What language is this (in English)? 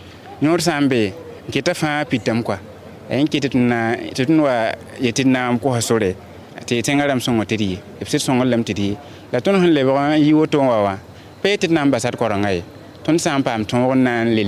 Mossi